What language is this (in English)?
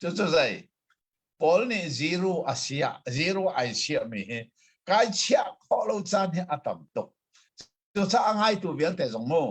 Hakha Chin